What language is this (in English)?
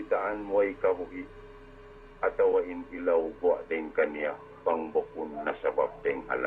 Tausug